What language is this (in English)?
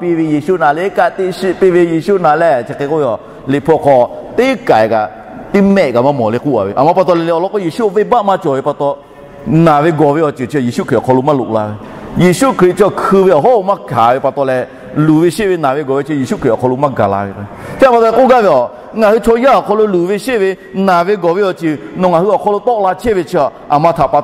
Lahu